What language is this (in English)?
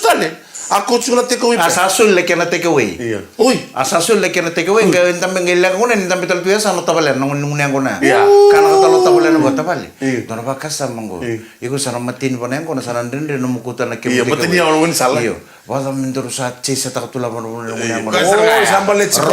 Fijian